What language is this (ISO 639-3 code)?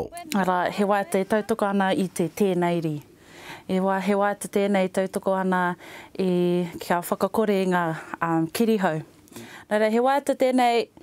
mri